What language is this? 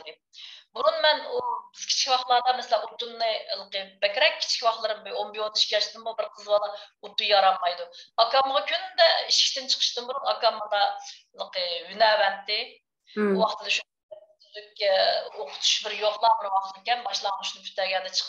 Uyghur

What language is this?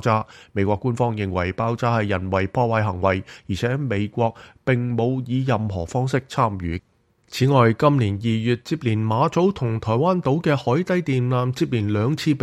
Cantonese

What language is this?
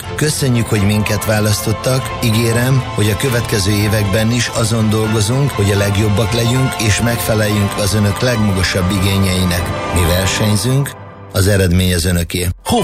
Hungarian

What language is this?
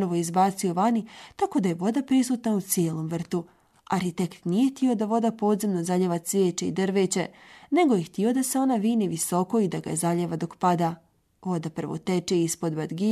Bosnian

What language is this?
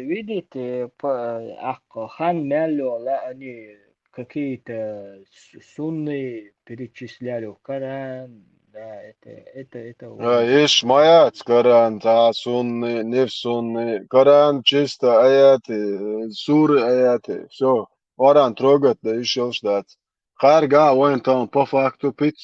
Chechen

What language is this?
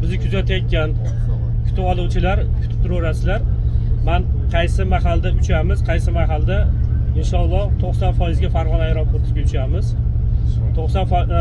Uzbek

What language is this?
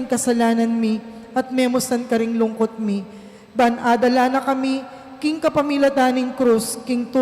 Pampanga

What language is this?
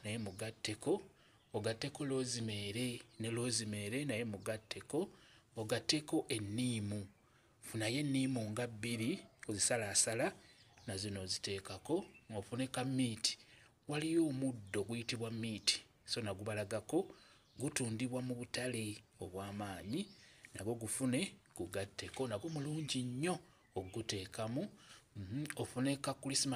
Ganda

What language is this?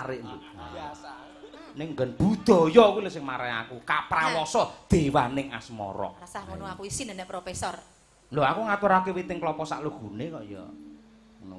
Javanese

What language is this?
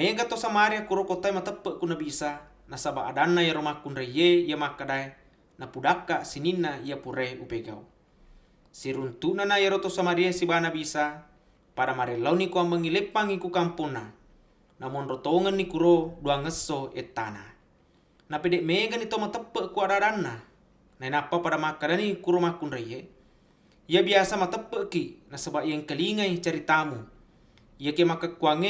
Buginese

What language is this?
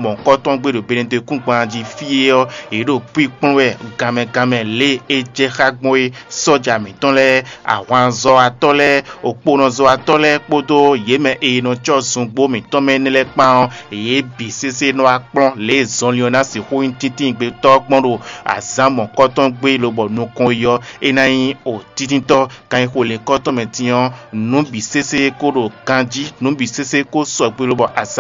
Fon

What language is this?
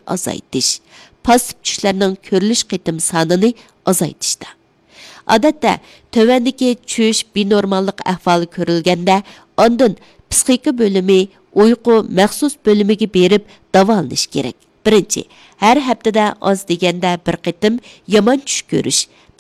Uyghur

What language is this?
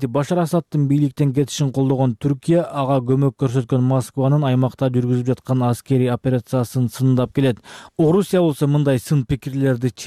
Kyrgyz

